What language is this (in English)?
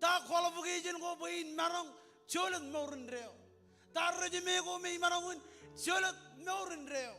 Marshallese